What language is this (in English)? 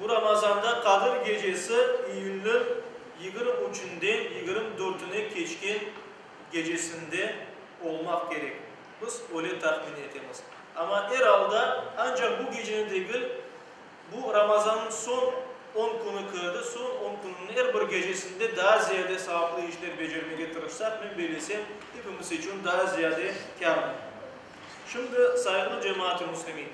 Crimean Tatar